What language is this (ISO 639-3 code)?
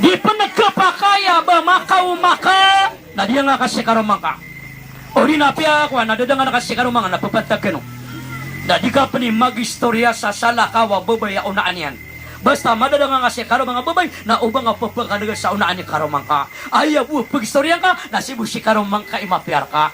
mrw